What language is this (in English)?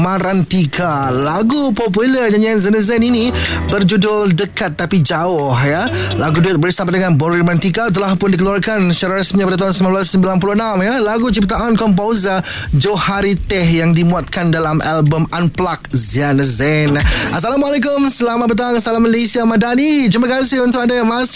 Malay